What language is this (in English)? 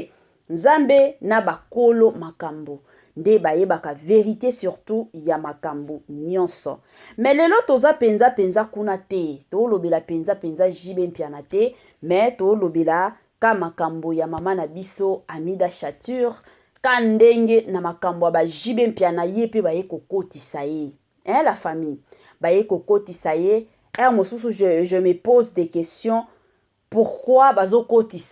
Lingala